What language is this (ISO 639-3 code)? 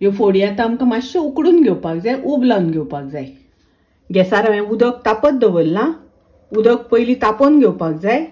kok